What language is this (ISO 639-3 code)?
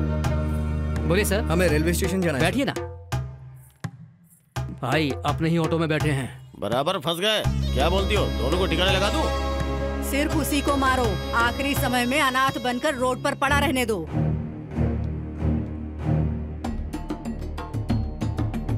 hin